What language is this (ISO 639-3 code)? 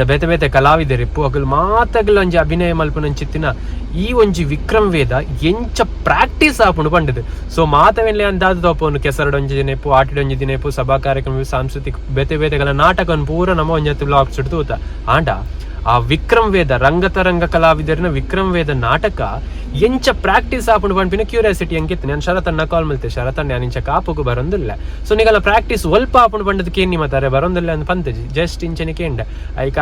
tcy